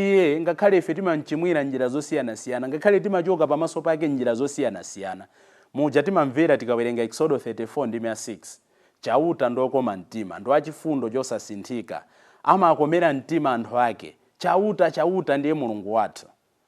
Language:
Nyanja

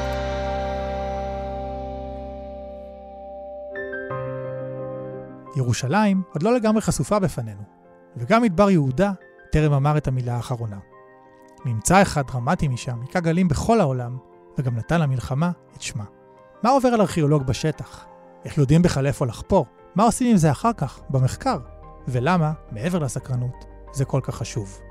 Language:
Hebrew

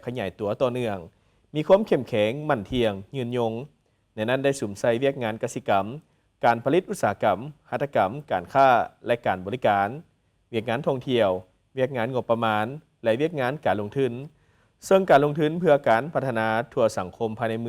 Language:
Lao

